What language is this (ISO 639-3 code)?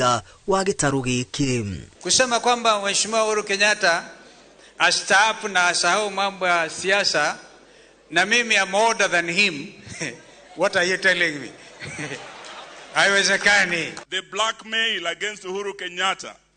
kik